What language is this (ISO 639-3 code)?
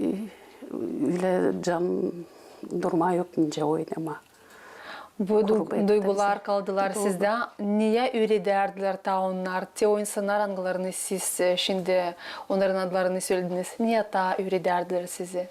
gag